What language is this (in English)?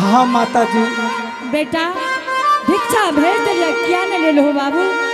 Angika